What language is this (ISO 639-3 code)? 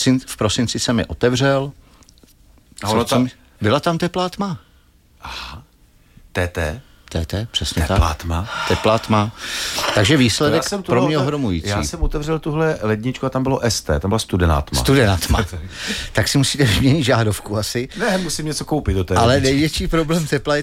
ces